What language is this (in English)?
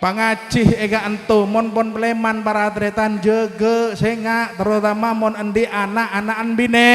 Madurese